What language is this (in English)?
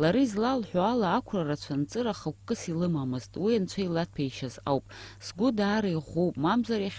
Abkhazian